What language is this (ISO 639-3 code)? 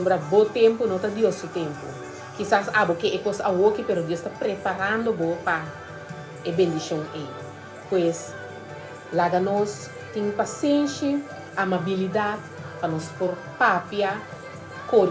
pap